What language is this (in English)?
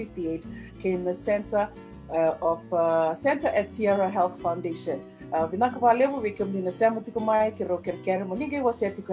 Fijian